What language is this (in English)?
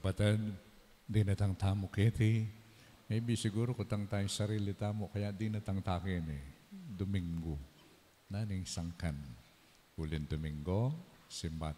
Pampanga